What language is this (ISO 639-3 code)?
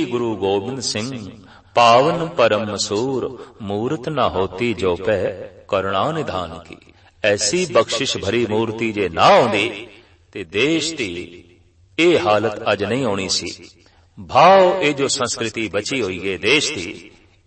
pan